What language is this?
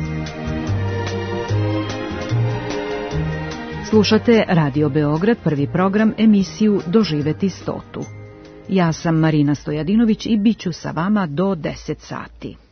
Serbian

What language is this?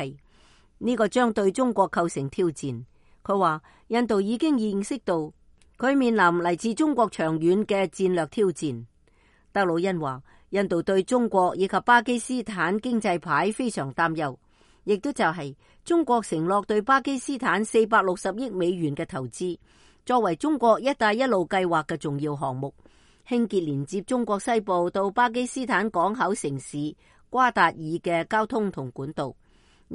Cantonese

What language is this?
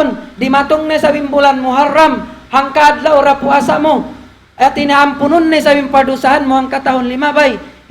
Tausug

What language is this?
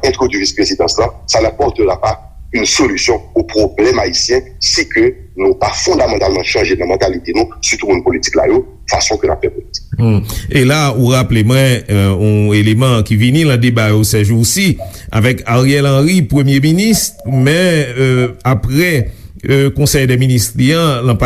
Haitian Creole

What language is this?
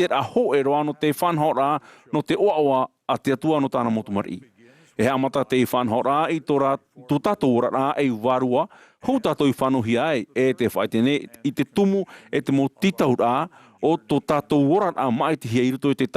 Tahitian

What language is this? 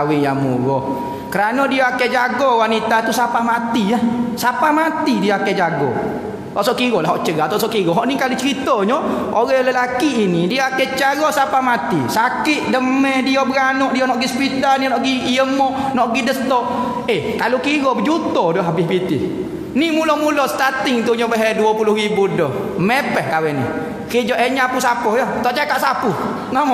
Malay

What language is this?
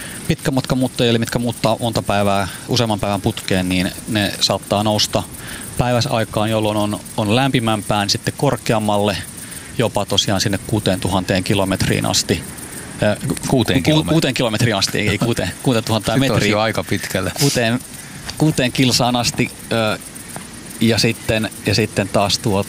Finnish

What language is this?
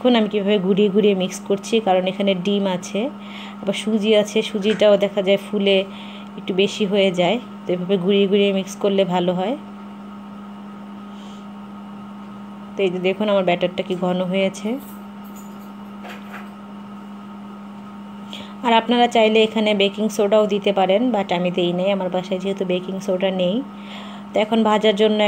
Bangla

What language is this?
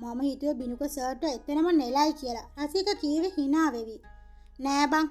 Sinhala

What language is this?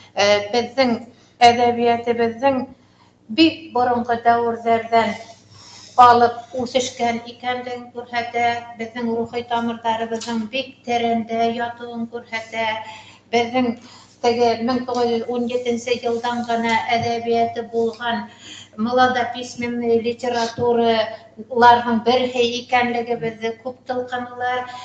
Bashkir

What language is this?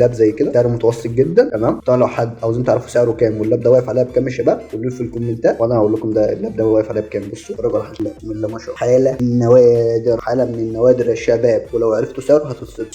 Egyptian Arabic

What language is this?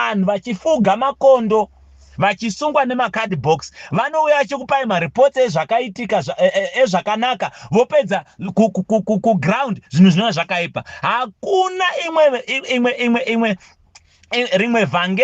Shona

